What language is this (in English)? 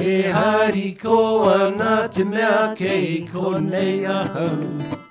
Māori